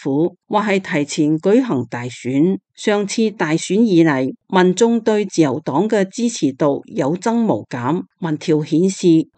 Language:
Cantonese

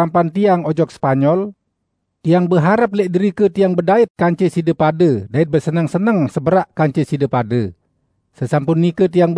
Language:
Sasak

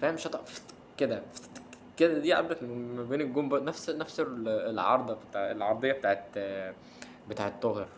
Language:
Egyptian Arabic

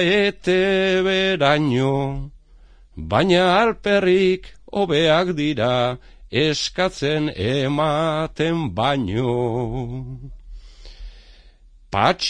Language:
Basque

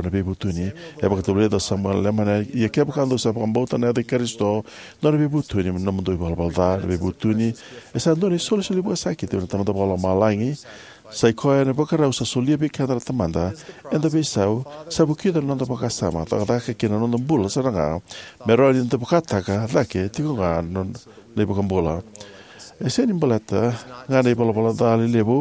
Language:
Fijian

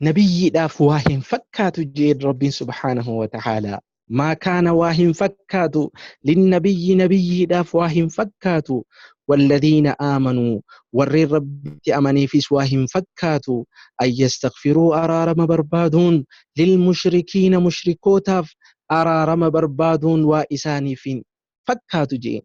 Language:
Oromo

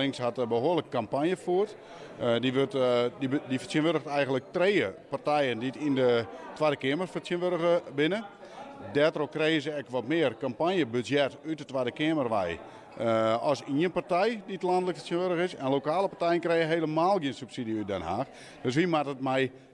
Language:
Western Frisian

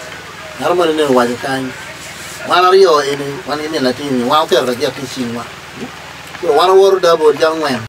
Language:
Acoli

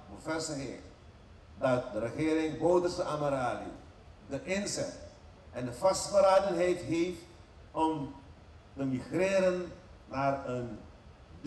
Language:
Dutch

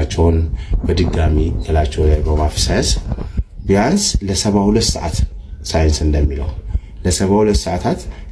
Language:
Amharic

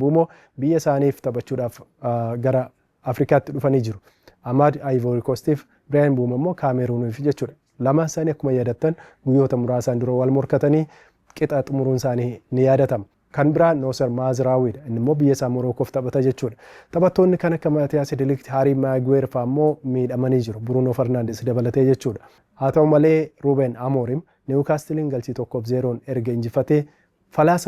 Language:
Oromo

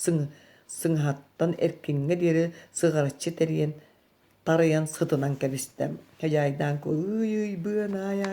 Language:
Yakut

